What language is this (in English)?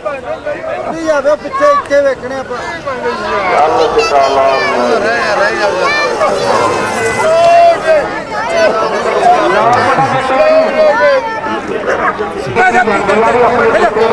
Punjabi